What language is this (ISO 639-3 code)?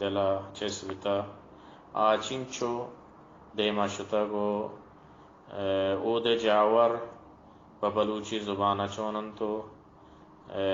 bal